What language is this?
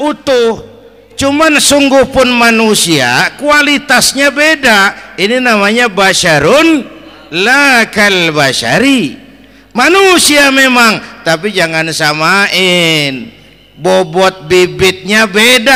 Betawi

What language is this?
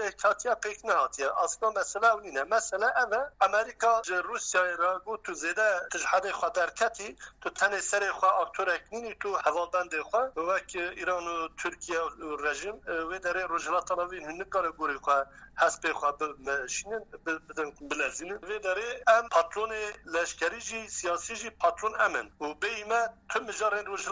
Kurdish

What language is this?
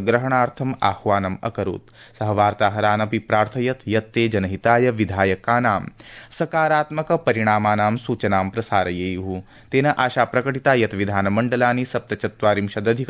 Sanskrit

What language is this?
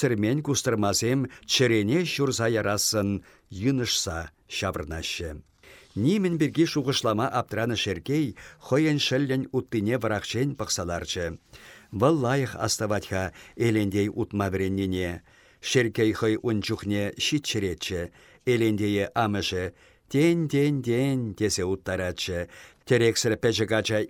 Chuvash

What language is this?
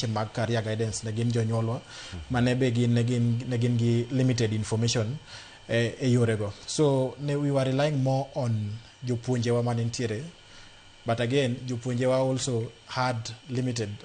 Luo (Kenya and Tanzania)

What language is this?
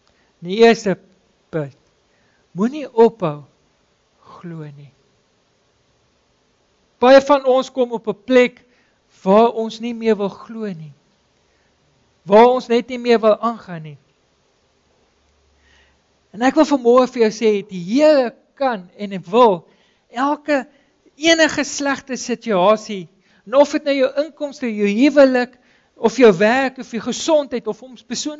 Afrikaans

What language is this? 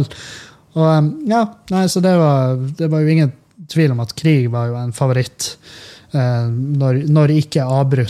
Norwegian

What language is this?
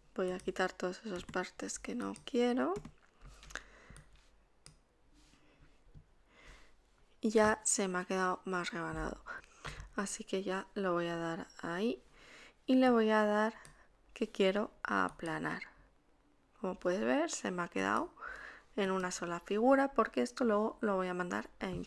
Spanish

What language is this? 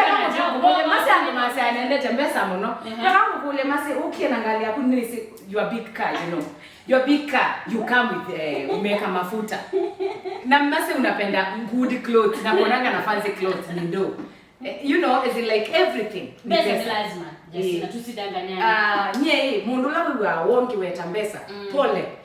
Kamba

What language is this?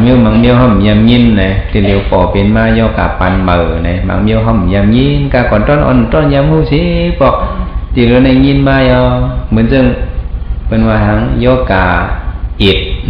Shan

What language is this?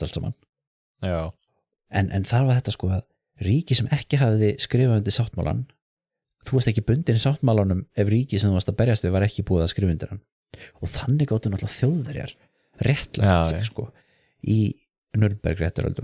Icelandic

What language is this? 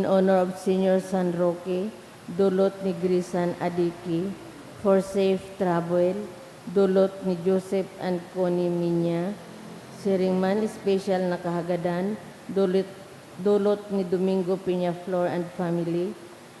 Bikol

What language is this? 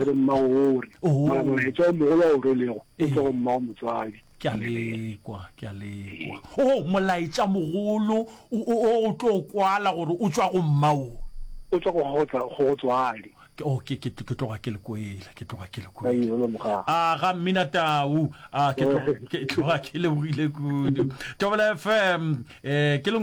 Northern Sotho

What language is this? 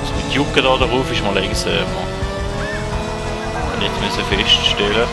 Swiss German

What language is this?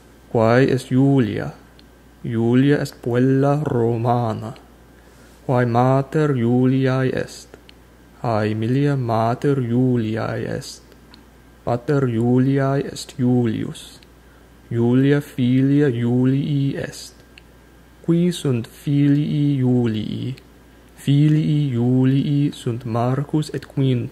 Latin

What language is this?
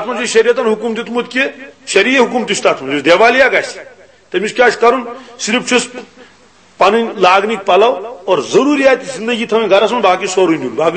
Kashmiri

